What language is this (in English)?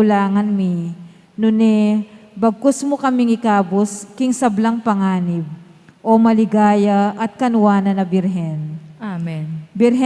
Pampanga